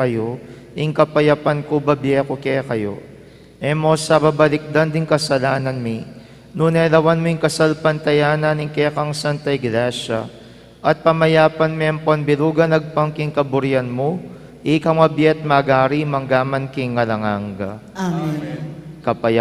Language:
Pampanga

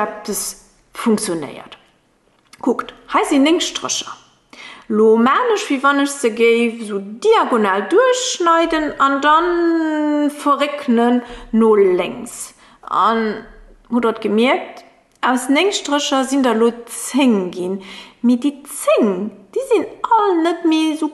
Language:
Luxembourgish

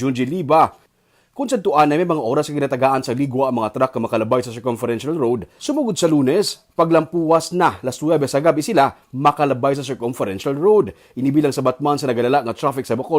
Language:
Hiligaynon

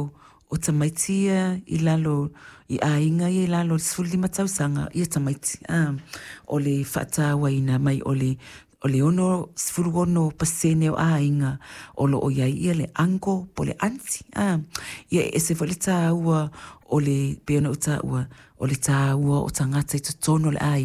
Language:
Samoan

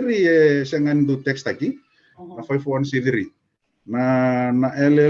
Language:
Fijian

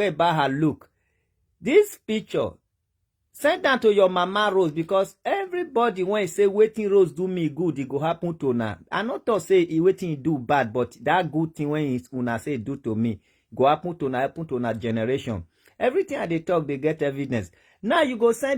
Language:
Nigerian Pidgin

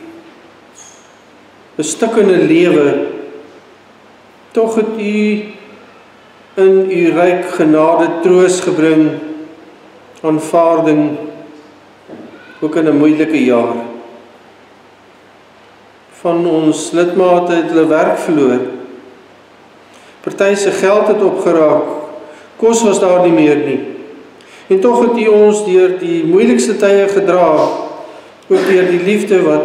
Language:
Afrikaans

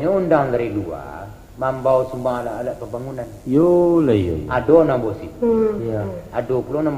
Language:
Minangkabau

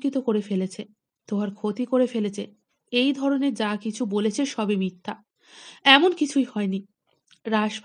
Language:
Bangla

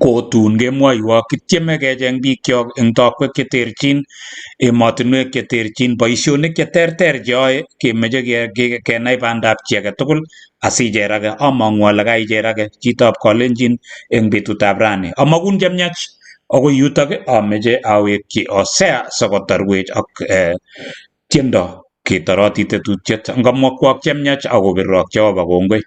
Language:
Kalenjin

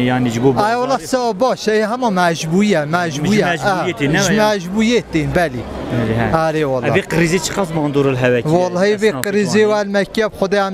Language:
Kurdish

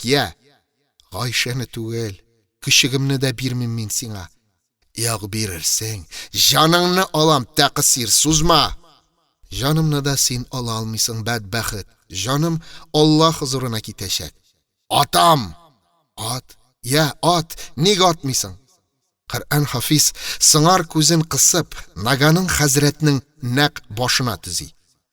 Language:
Tatar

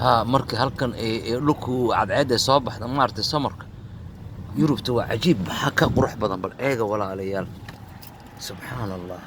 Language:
Somali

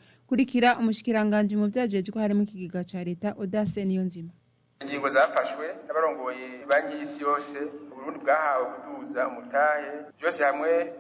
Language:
Rundi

